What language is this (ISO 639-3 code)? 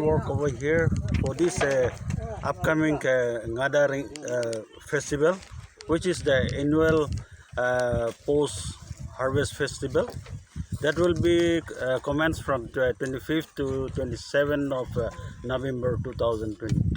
mjw